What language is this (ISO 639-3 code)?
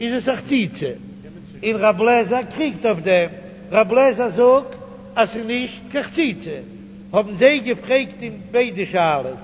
yid